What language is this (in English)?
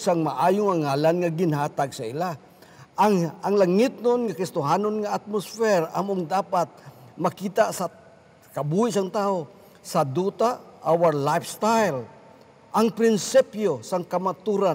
Hiligaynon